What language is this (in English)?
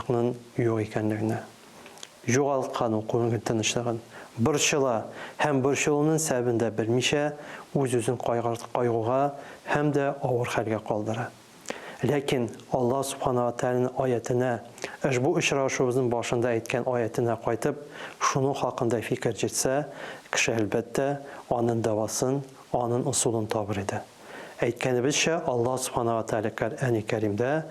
Tatar